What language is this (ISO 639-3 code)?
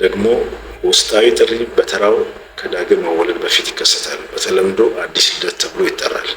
amh